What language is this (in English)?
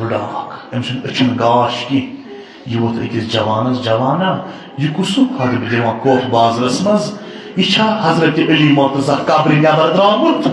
Kashmiri